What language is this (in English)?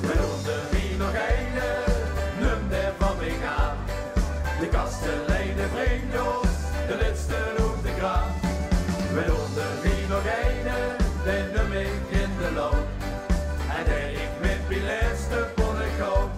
Limburgish